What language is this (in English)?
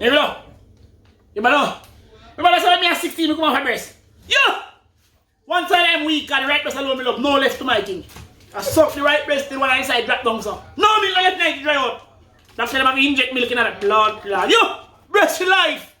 Jamaican Creole English